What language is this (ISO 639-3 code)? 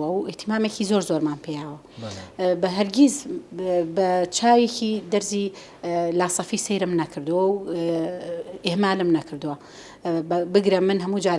ckb